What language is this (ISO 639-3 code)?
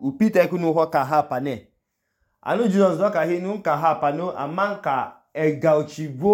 idu